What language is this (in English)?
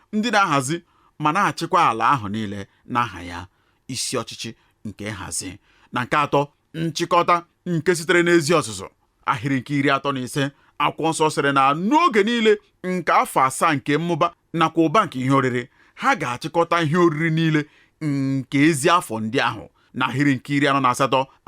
Igbo